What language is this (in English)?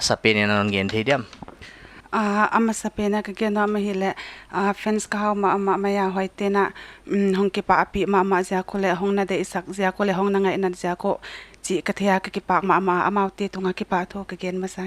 Paite Chin